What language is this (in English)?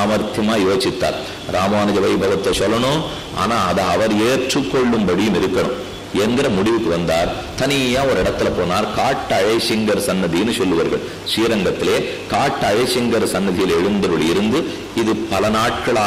Tamil